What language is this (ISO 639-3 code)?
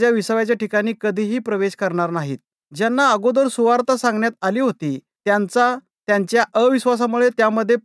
mar